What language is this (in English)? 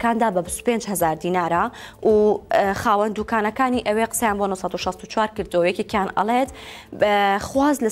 Central Kurdish